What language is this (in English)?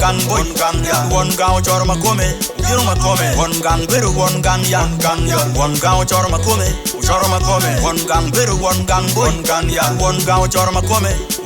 Acoli